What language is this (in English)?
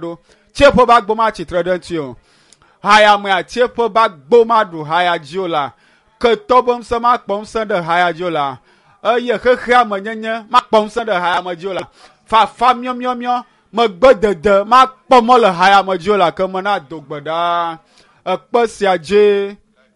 Ewe